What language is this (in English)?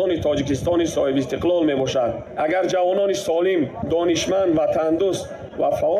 Tajik